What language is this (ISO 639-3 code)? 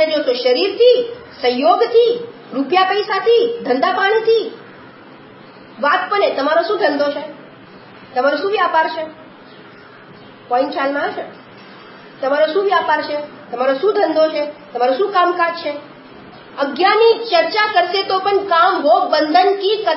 guj